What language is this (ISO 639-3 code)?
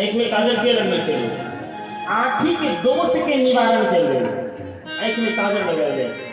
mai